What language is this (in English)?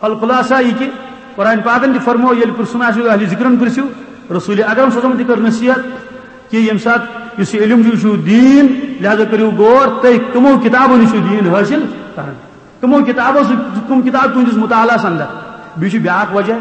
Kashmiri